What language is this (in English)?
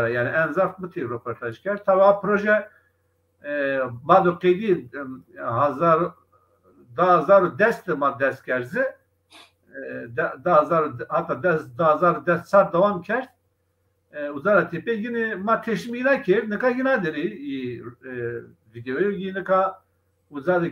Zaza